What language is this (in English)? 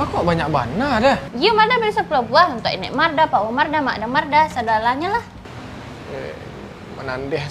Minangkabau